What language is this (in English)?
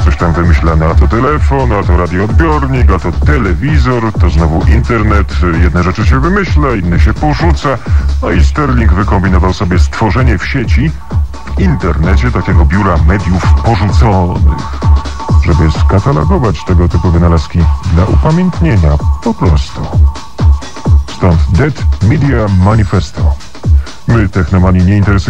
Polish